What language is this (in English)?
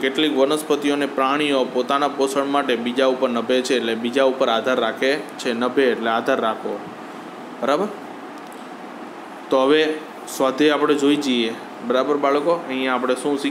Gujarati